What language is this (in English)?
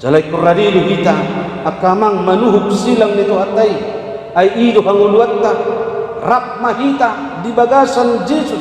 Batak Toba